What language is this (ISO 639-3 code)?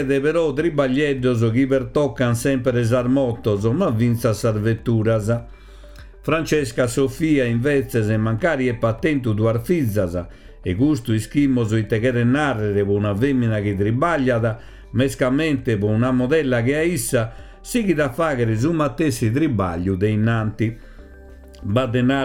srd